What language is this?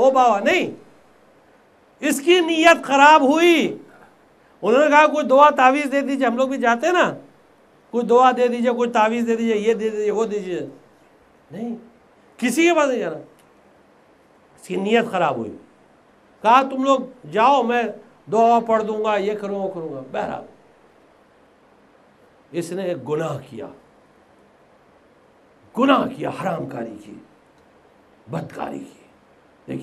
Urdu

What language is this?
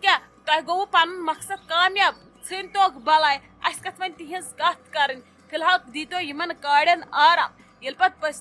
Kashmiri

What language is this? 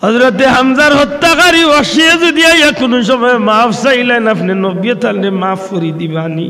Sylheti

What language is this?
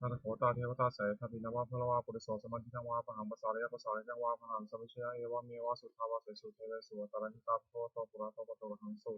Pali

